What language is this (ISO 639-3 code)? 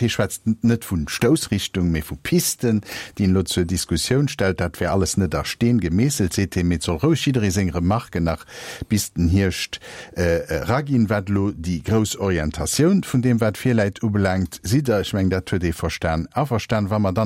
ltz